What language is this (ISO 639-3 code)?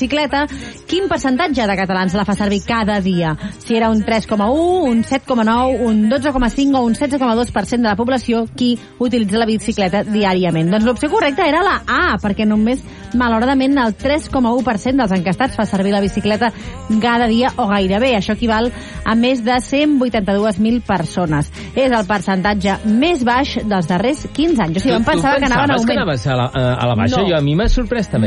cat